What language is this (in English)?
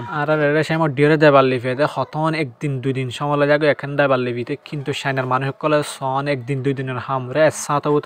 Rohingya